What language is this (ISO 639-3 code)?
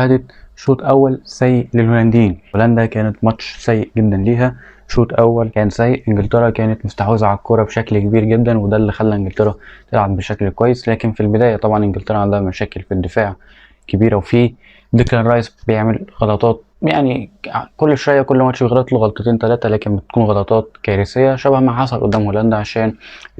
arz